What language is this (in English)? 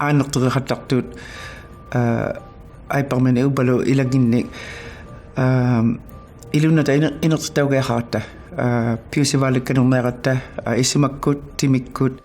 Inuktitut